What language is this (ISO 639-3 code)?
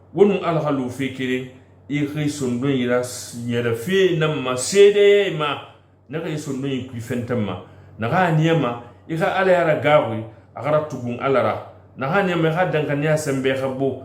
sus